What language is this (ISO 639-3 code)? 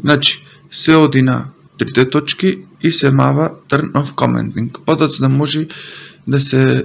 mkd